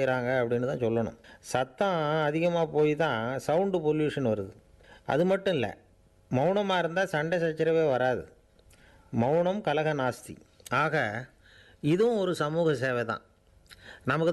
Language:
Tamil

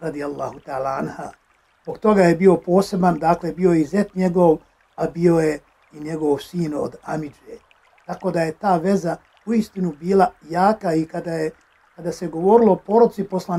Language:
Bosnian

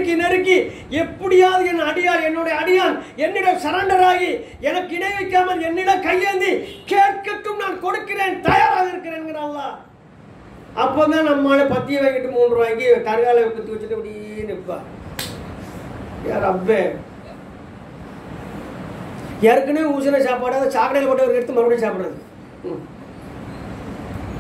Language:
Tamil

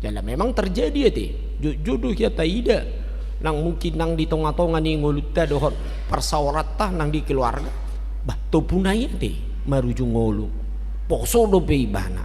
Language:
Batak Toba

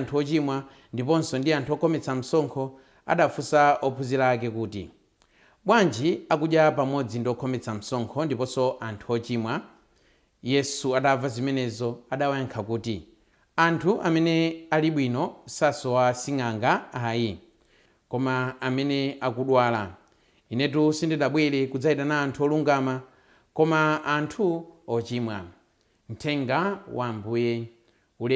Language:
Nyanja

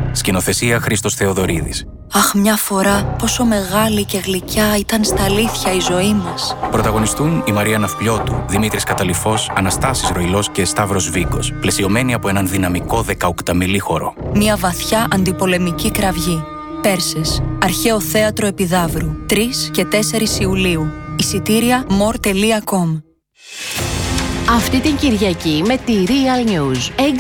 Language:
Greek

